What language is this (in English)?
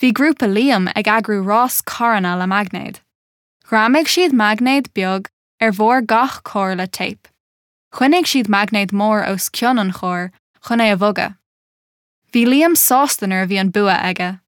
Irish